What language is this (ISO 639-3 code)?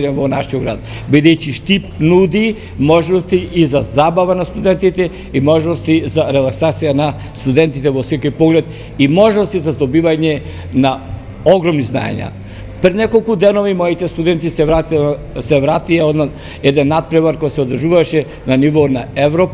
mkd